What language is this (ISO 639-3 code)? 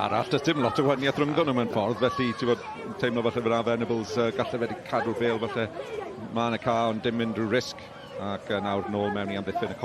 cym